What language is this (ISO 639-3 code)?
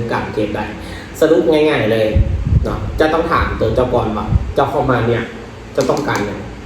lao